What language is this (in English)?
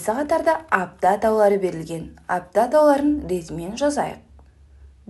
Kazakh